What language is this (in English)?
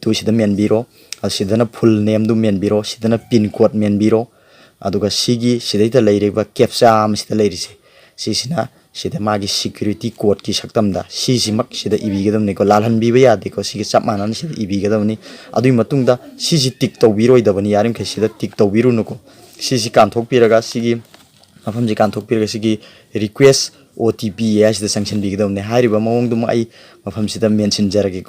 Manipuri